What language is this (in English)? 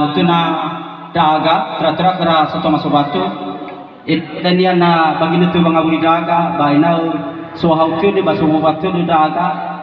Nias